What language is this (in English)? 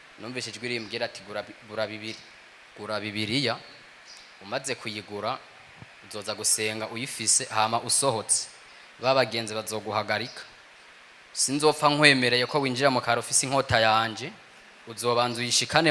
Rundi